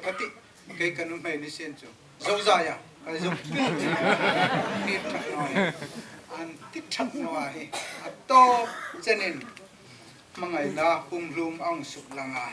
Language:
Hmar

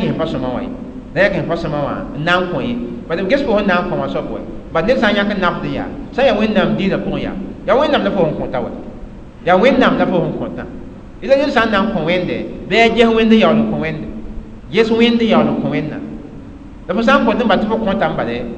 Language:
Mossi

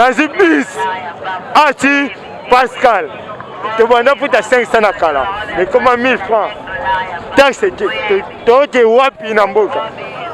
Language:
Lingala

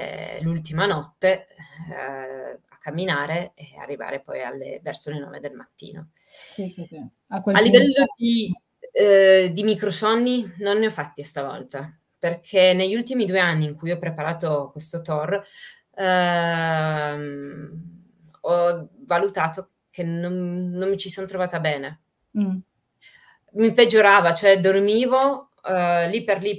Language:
Italian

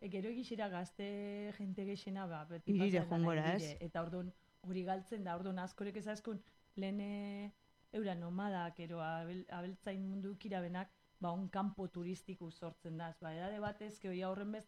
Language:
Basque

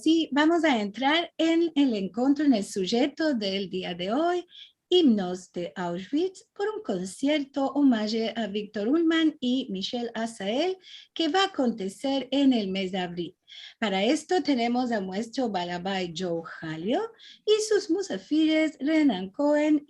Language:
Ladino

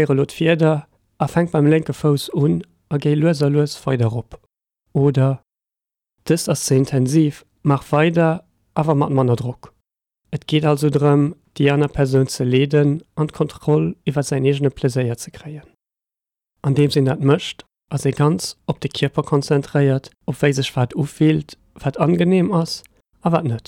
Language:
Luxembourgish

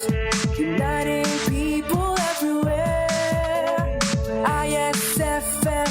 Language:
Hiligaynon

